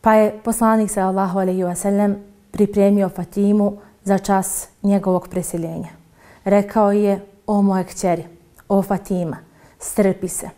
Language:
Bosnian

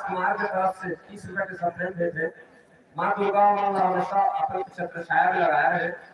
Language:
Chhattisgarhi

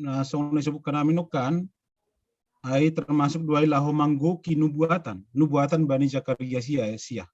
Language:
Batak Simalungun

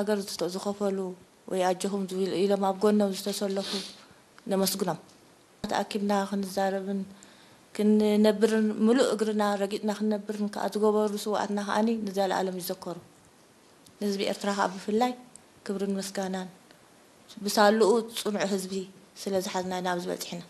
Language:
Tigrinya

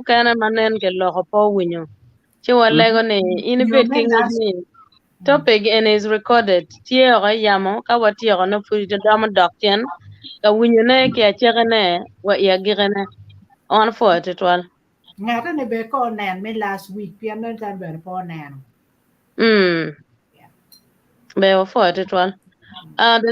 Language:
Acoli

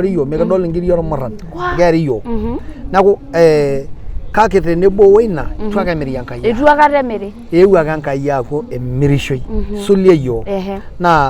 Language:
Masai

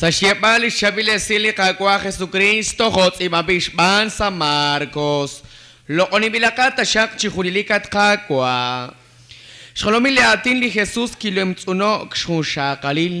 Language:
Kekchí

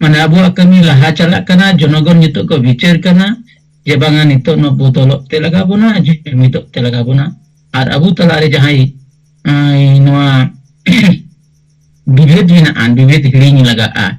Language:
Santali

